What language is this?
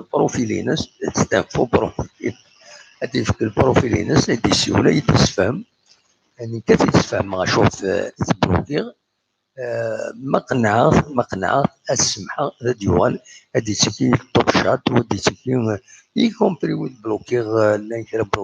Kabyle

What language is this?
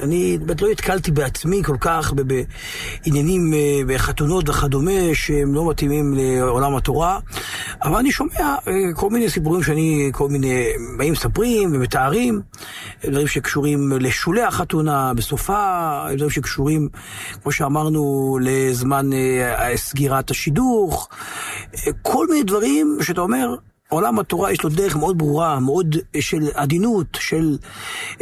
Hebrew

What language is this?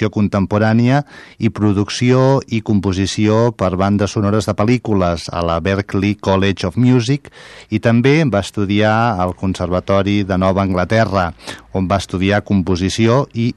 Catalan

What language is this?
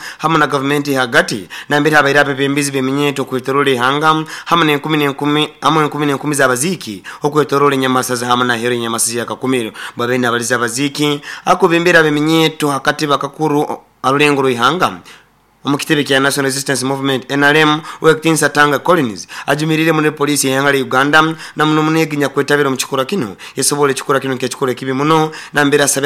Nyoro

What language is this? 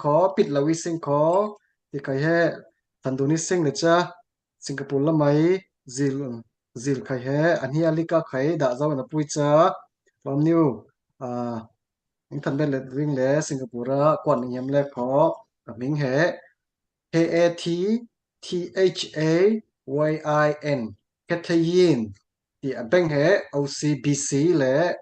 Falam Chin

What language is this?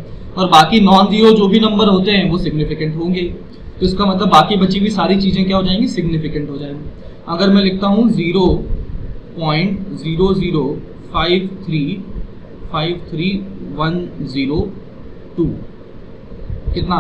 Hindi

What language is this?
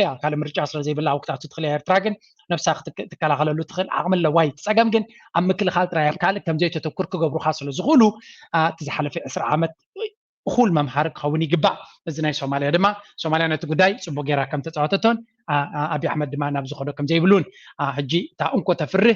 Tigrinya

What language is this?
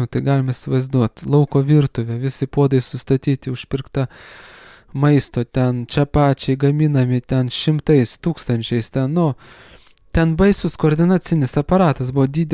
Lithuanian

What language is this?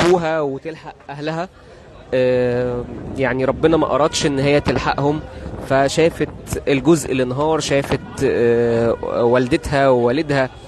Egyptian Arabic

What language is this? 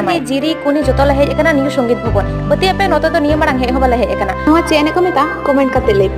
Santali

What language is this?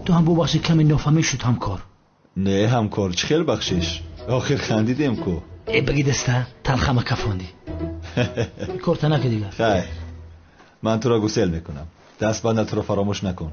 Tajik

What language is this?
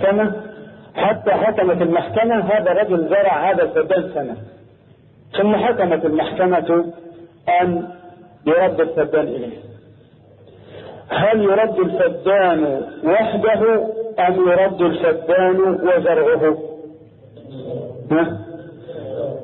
Arabic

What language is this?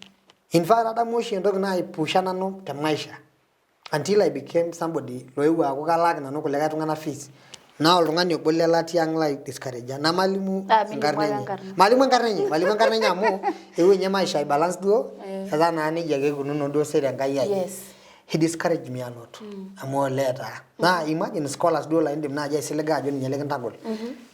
Masai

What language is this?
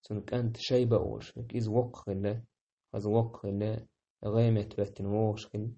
Chechen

